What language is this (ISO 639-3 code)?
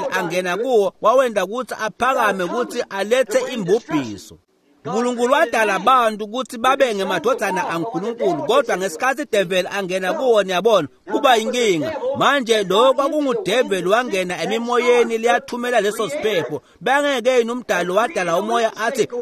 ssw